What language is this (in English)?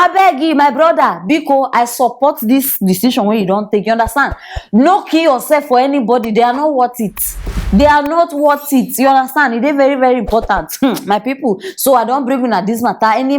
Nigerian Pidgin